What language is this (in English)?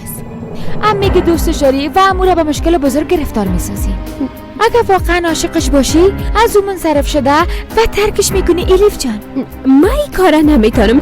Persian